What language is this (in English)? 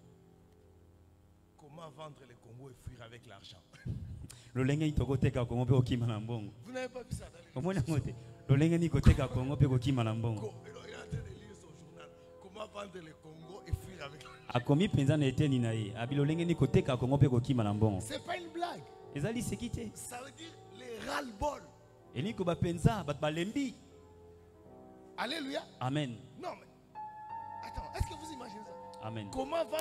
French